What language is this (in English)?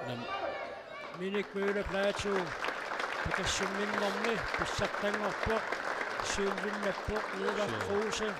Kalaallisut